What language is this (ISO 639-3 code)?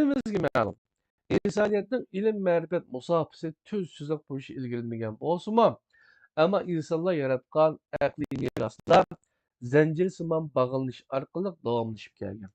uig